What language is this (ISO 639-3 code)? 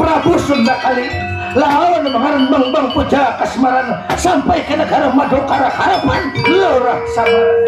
bjn